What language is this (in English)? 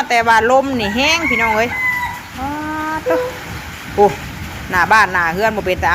Northeastern Thai